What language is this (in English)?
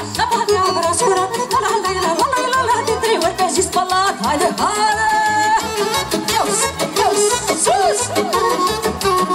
Romanian